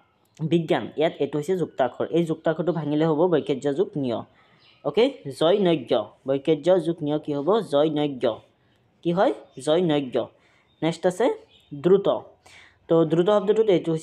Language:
Assamese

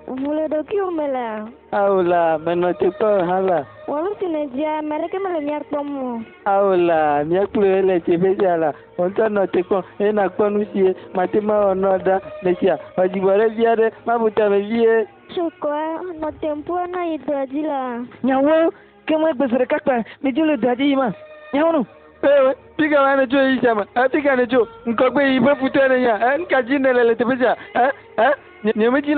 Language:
Ewe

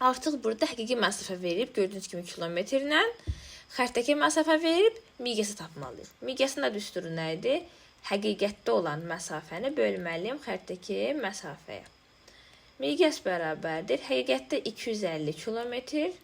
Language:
Azerbaijani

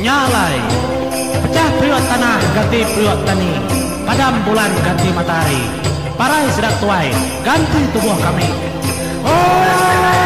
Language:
Iban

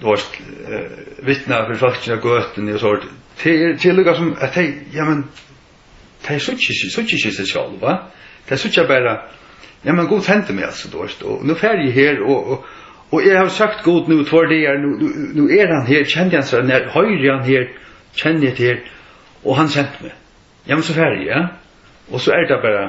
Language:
Faroese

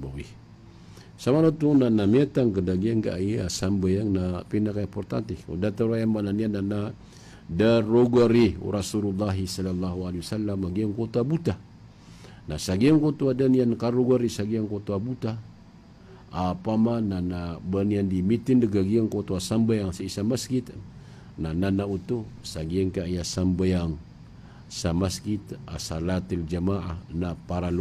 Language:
Maranao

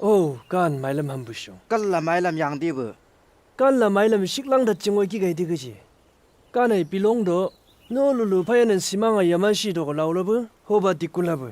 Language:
Chang Naga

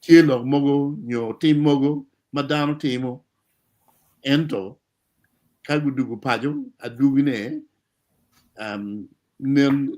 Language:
Acoli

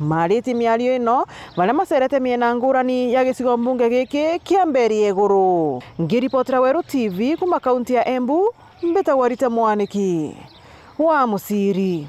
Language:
Meru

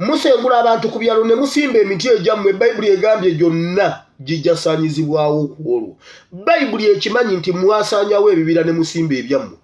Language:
Ganda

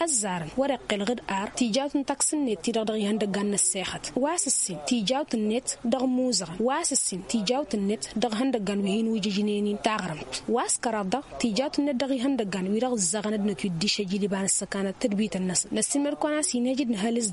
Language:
Tamasheq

